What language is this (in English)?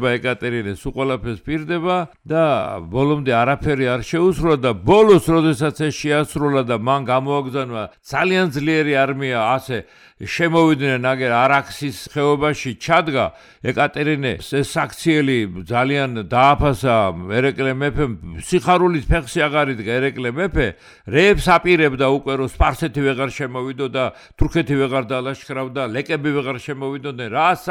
Georgian